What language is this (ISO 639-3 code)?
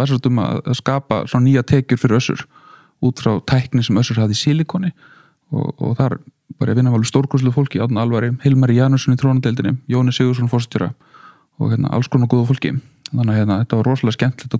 isl